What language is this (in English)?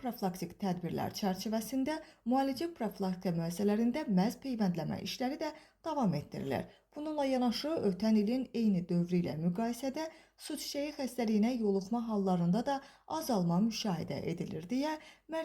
Azerbaijani